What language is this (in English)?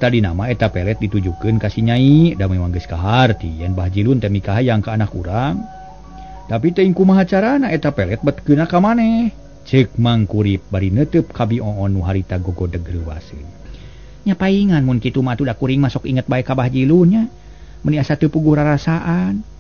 Sundanese